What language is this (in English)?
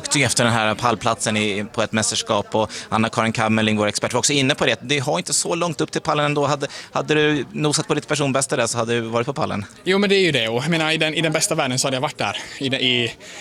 Swedish